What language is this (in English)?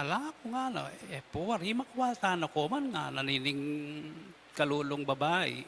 Pampanga